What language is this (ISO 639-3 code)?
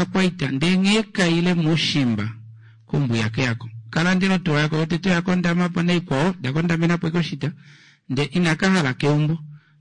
kua